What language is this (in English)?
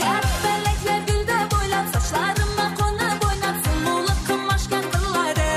Kara-Kalpak